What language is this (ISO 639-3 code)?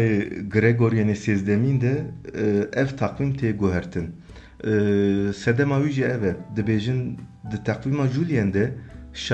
kur